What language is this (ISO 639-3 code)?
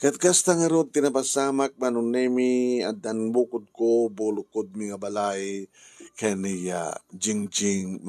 ilo